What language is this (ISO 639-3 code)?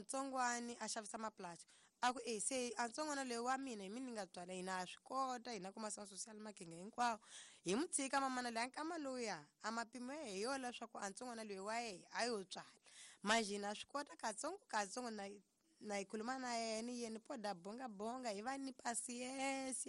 tso